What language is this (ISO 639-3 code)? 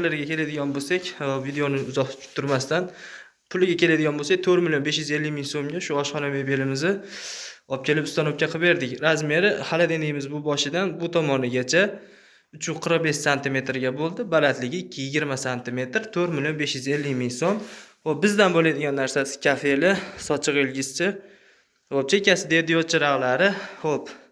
uzb